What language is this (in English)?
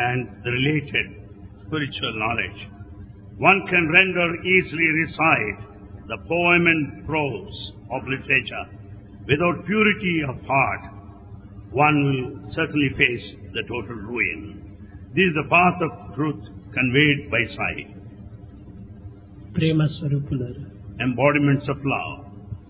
Telugu